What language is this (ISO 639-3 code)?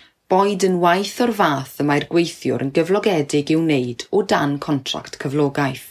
cym